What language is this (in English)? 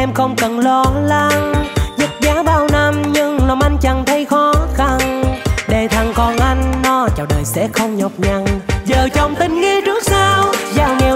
Vietnamese